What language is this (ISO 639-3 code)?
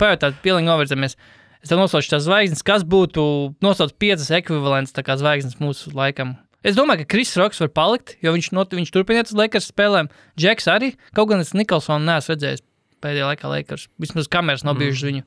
lav